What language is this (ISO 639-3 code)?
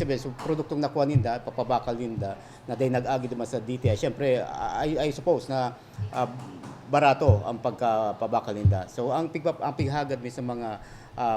bik